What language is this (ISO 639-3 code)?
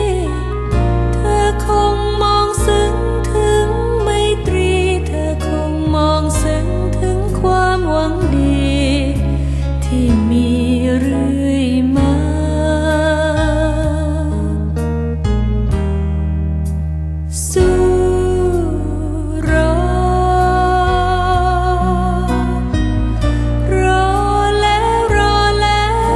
tha